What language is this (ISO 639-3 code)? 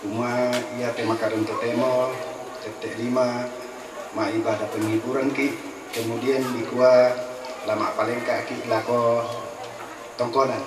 sda